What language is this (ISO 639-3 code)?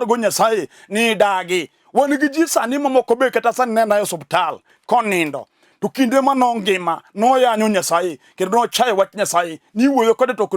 luo